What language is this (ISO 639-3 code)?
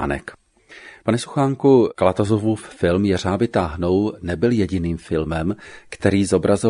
ces